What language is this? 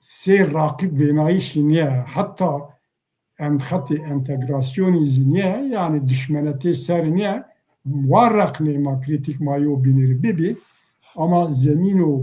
Zaza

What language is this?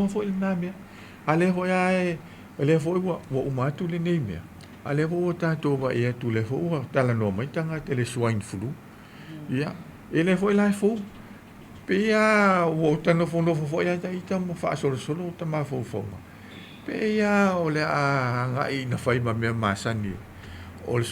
Samoan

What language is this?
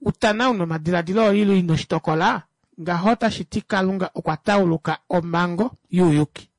Kuanyama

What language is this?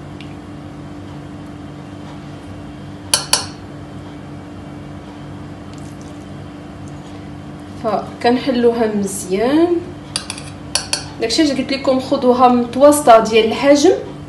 Moroccan Arabic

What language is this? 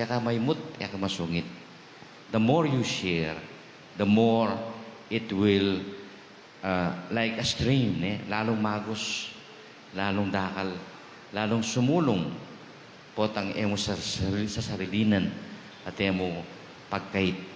Pampanga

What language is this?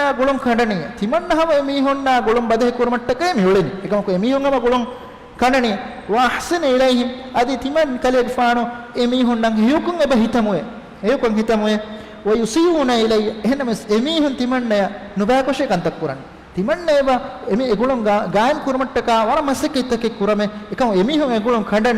Divehi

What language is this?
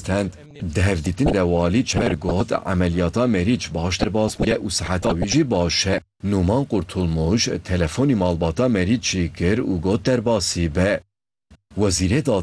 Kurdish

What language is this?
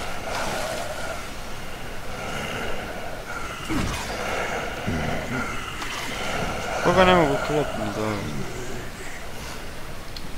Croatian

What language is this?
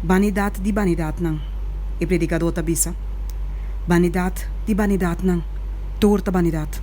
Papiamento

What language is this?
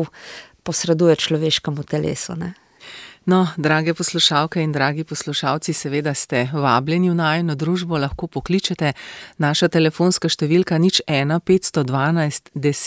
Slovenian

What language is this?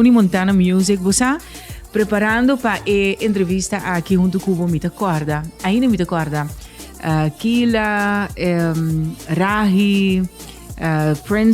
Papiamento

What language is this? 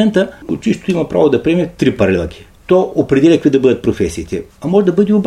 Bulgarian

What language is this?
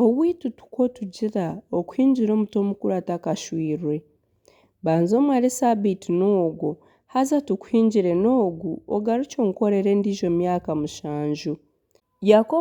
Nyankole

